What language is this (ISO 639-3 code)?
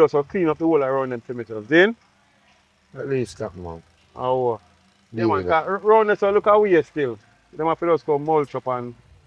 jam